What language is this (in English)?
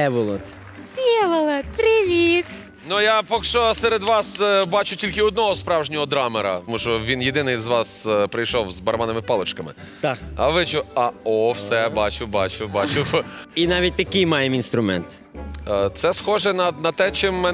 Ukrainian